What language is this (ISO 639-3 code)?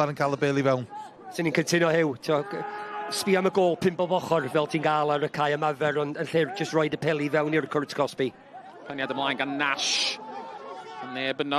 cym